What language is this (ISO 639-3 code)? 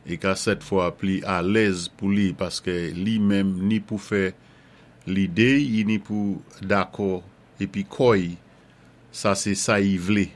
acf